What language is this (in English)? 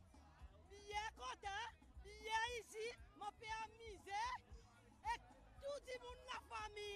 Seselwa Creole French